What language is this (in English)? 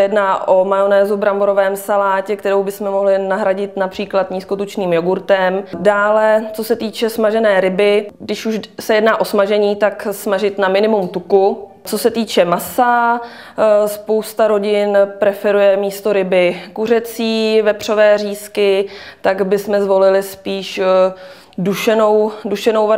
Czech